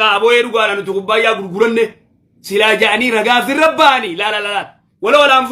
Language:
Oromo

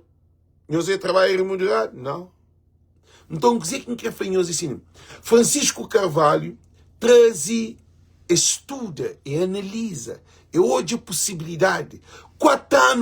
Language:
Kabuverdianu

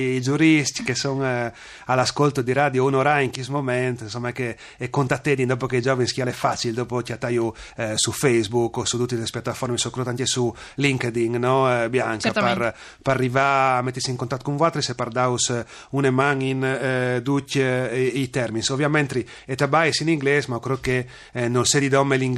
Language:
Friulian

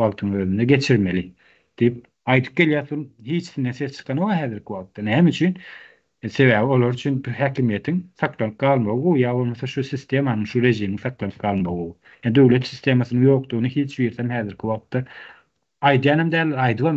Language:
Turkmen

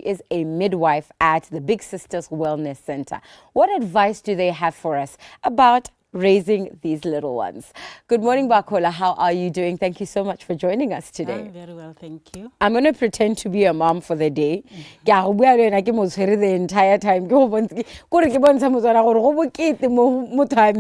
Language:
Tswana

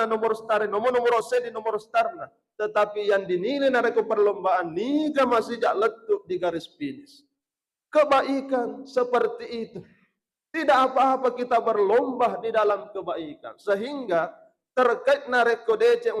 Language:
Buginese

